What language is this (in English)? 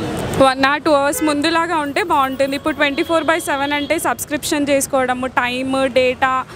Telugu